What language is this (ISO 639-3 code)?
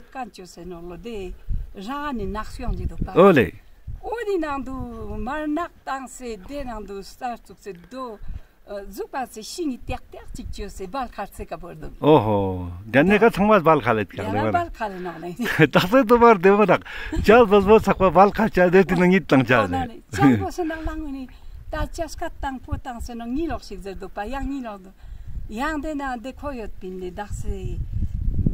lbj